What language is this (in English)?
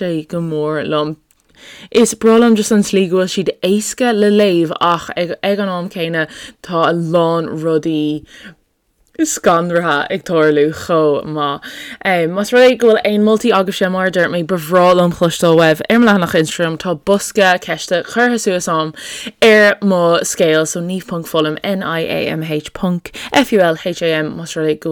Irish